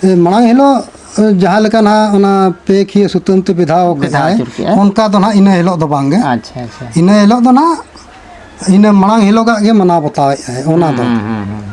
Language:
Santali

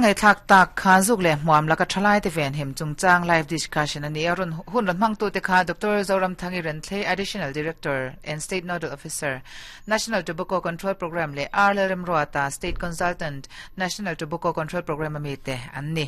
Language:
Mizo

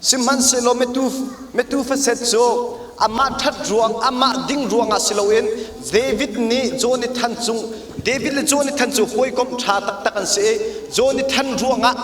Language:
Hakha Chin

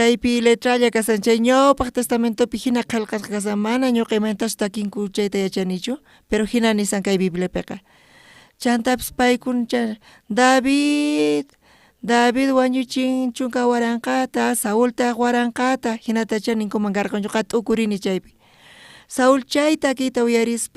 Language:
South Bolivian Quechua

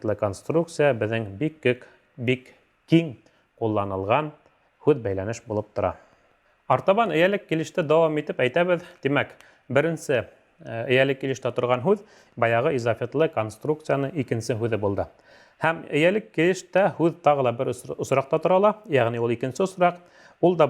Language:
Bashkir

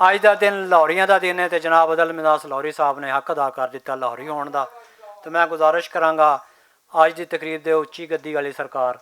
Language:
Western Panjabi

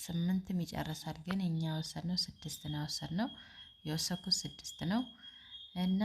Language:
Amharic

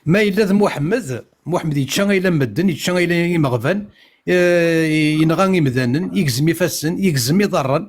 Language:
Kabyle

